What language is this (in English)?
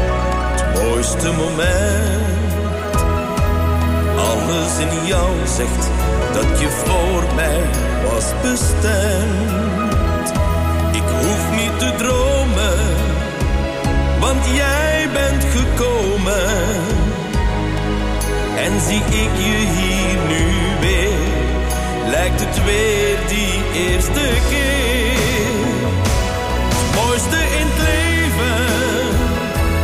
Dutch